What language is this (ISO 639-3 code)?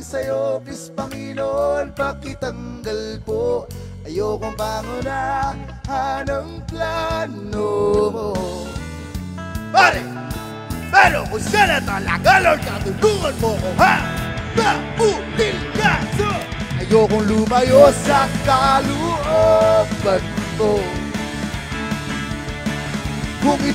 fil